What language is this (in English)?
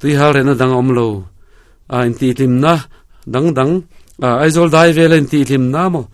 Mizo